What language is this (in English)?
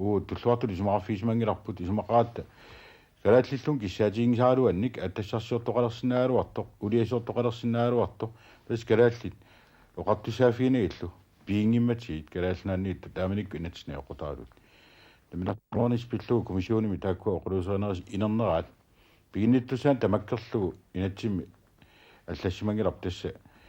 Kalaallisut